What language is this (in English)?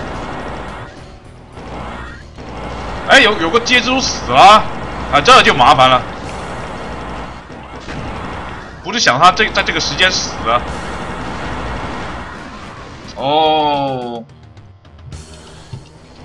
Chinese